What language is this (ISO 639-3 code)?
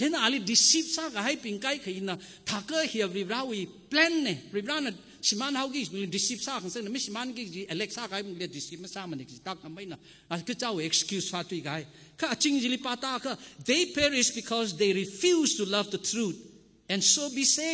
nmf